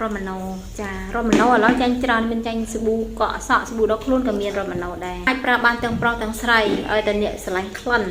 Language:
Khmer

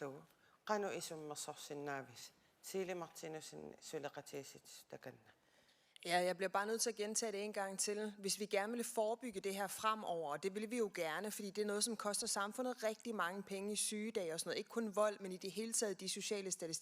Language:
Kalaallisut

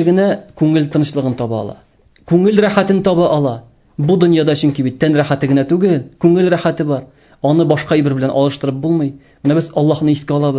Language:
Tatar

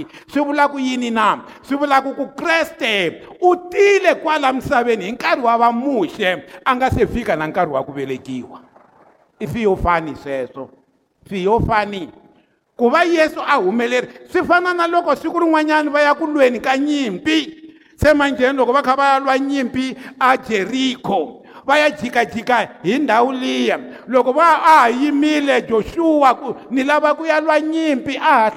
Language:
Tsonga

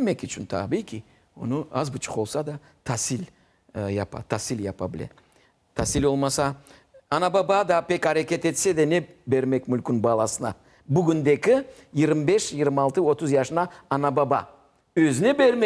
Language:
Crimean Tatar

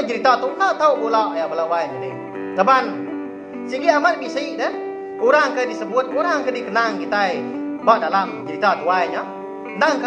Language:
Iban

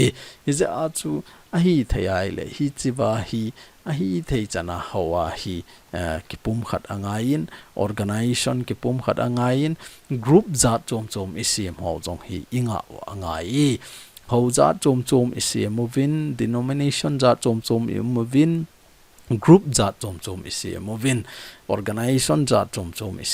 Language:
Thado Chin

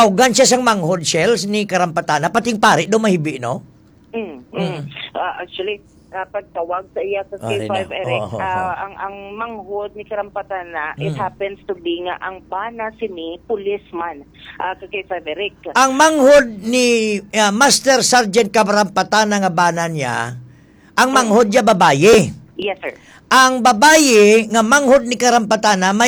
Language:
Hiligaynon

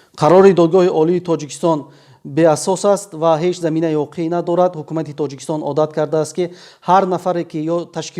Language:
Tajik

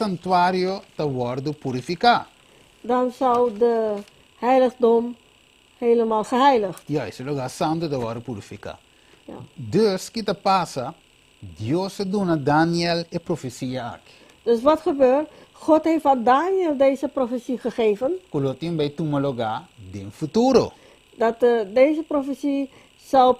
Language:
Papiamento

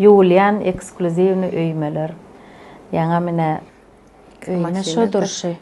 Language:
Turkmen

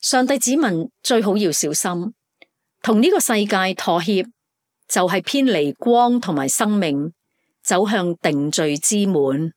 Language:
Cantonese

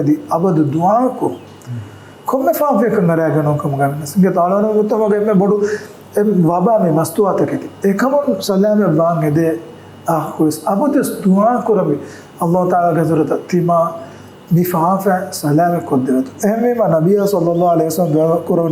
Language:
Divehi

